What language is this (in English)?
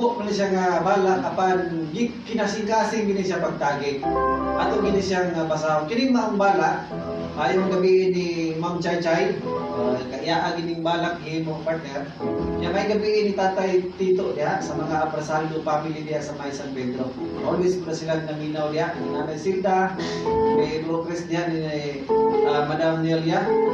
Cebuano